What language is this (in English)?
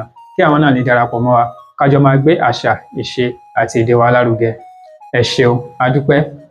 Yoruba